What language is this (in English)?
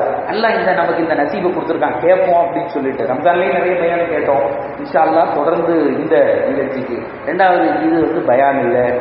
Tamil